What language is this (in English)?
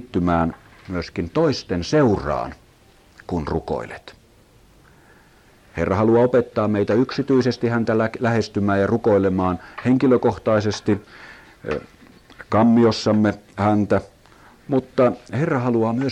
Finnish